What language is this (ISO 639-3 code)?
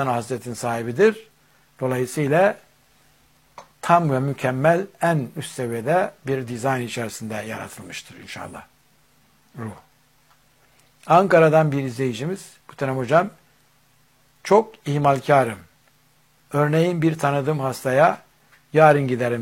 tur